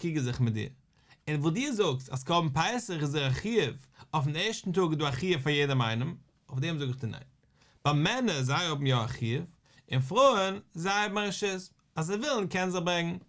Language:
Yiddish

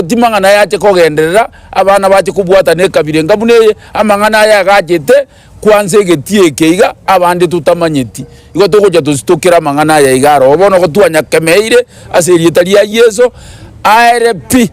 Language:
Gusii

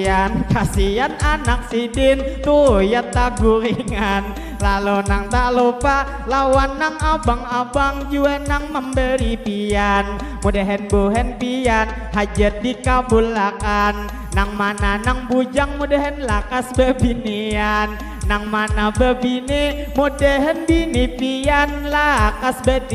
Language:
Banjar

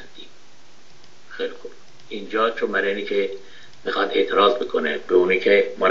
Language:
Persian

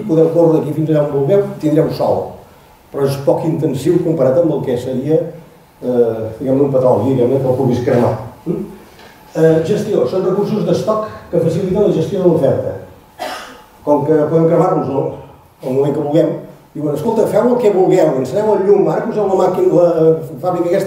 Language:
Catalan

